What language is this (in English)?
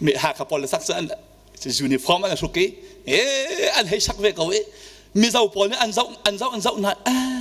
Hakha Chin